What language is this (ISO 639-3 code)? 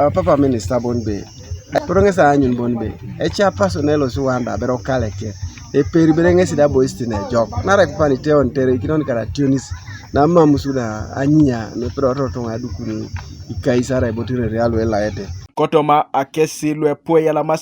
teo